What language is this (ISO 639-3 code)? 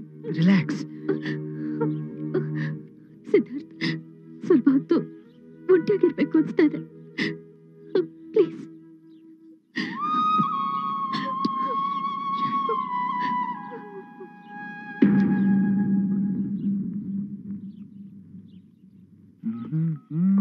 kan